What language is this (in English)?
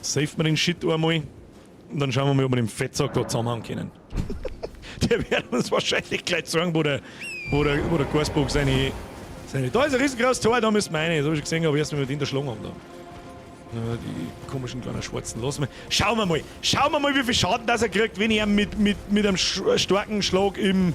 Bavarian